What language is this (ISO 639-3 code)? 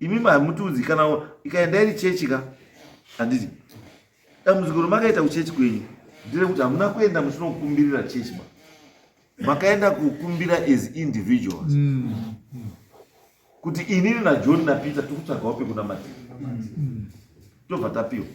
sna